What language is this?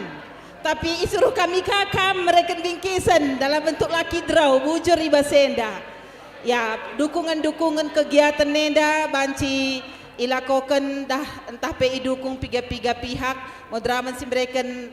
Batak Karo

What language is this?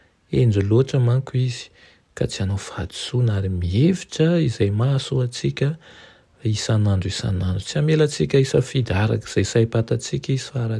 Malagasy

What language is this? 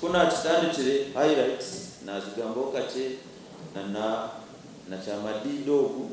Nyankole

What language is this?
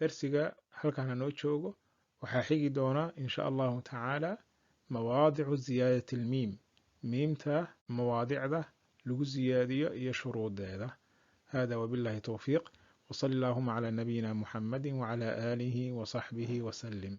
Somali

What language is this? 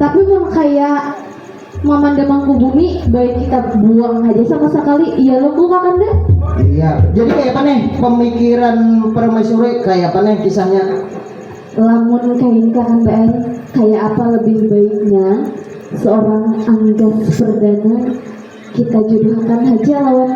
Banjar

